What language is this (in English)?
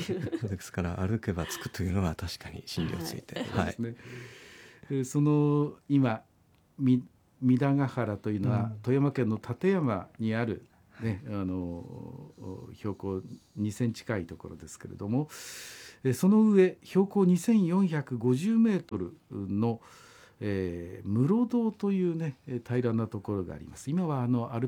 Japanese